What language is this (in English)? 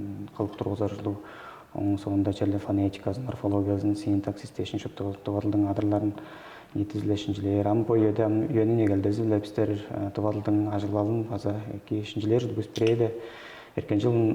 Tuvinian